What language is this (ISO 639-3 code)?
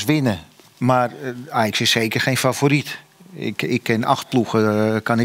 nld